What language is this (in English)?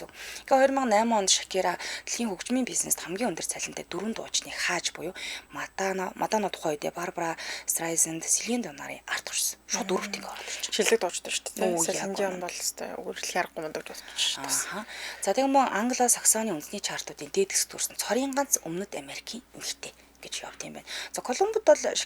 Mongolian